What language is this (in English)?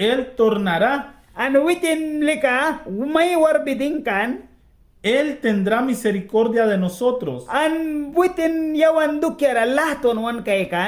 Mískito